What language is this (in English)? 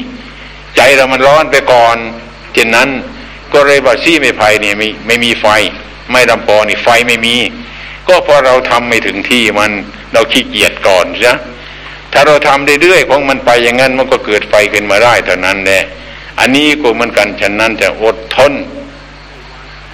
Thai